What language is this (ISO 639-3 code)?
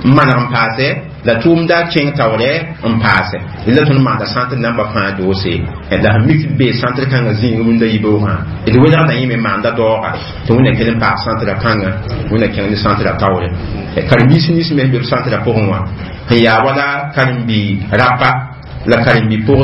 mos